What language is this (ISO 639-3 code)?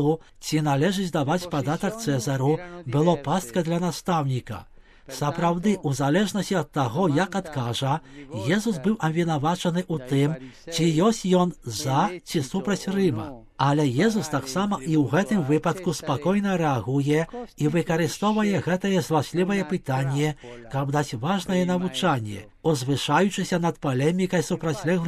bel